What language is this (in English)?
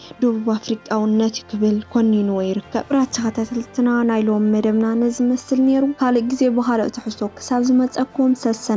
Tigrinya